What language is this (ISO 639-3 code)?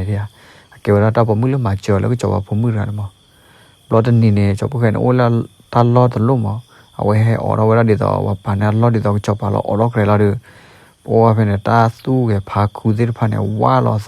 ksw